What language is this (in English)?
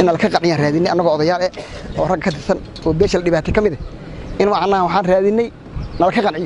Somali